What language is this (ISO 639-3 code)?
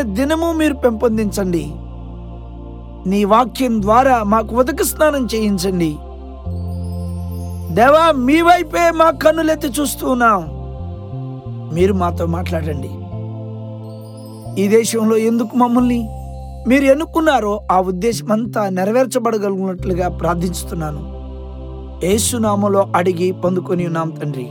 tel